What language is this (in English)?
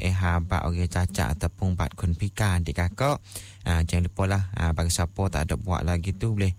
Malay